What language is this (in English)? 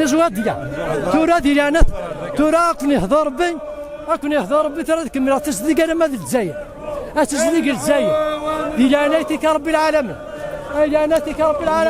Kabyle